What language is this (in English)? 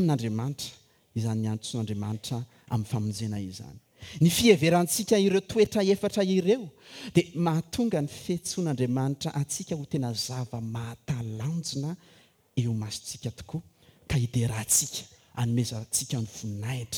Malagasy